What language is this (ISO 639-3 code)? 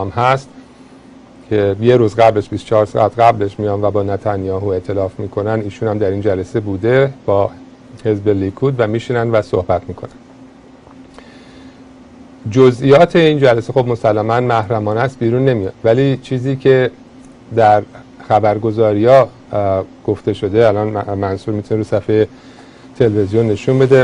fas